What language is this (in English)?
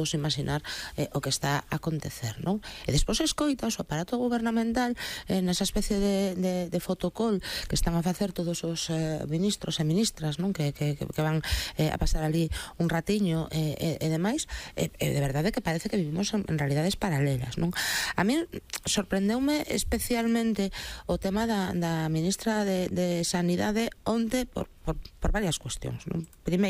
Galician